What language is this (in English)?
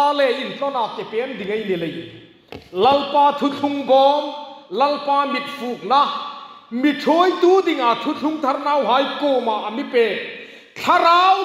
Hmar